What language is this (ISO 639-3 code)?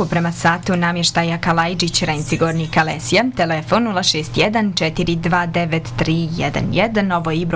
bos